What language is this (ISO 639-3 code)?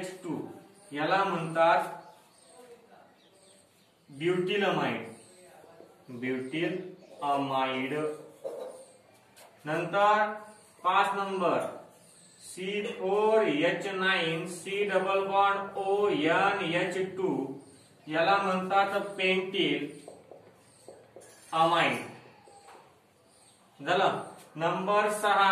mar